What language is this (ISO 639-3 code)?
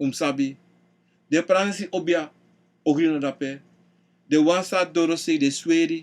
srn